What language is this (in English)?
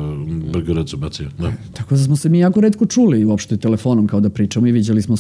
Serbian